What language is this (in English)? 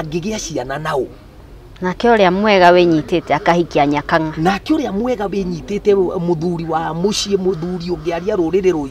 Kikuyu